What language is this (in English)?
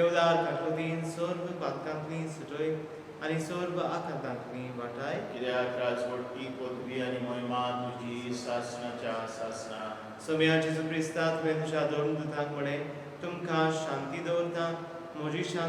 Konkani